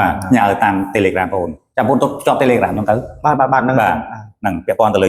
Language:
Khmer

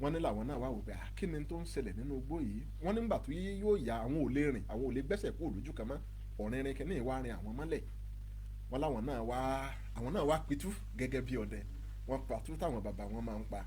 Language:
Yoruba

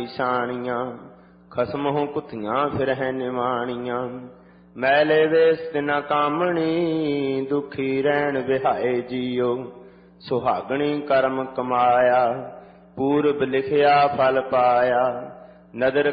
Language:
Punjabi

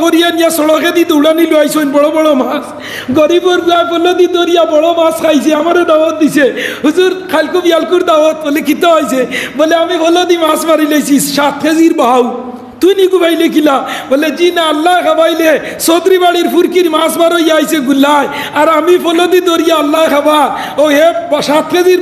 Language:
Sylheti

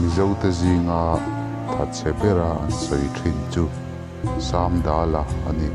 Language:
Mizo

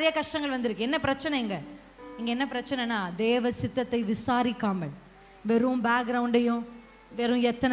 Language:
Tamil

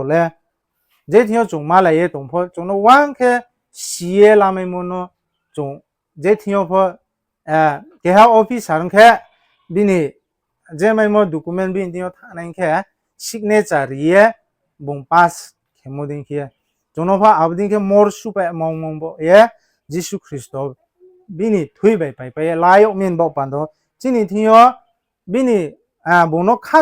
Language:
Riang (India)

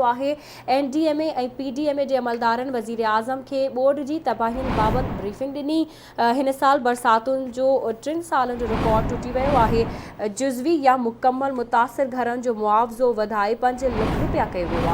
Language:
Sindhi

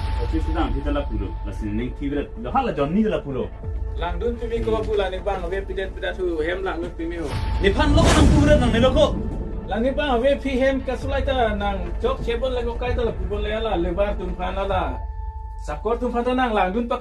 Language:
Karbi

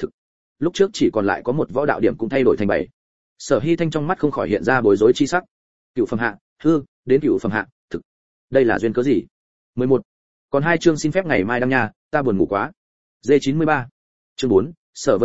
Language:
Vietnamese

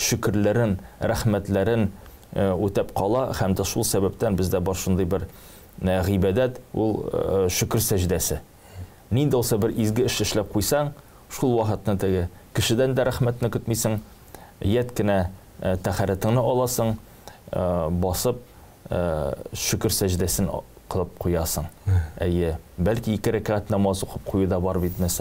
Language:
Tatar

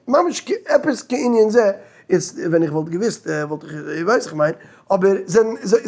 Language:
Yiddish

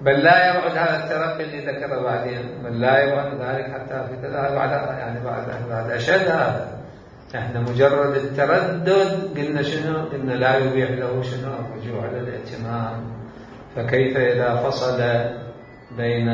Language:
Mesopotamian Arabic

